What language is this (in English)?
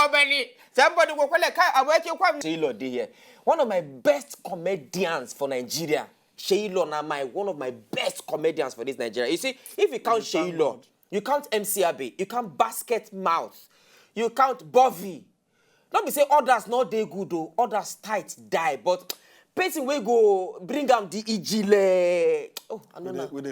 Nigerian Pidgin